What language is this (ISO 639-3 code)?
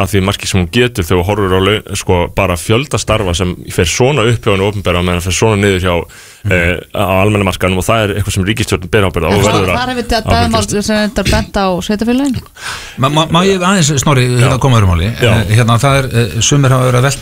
isl